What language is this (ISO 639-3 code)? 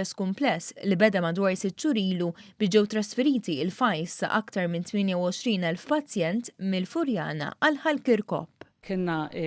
mlt